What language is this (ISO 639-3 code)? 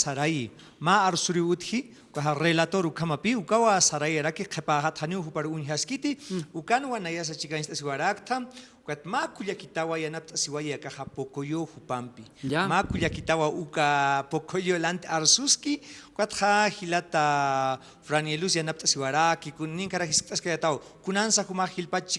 aym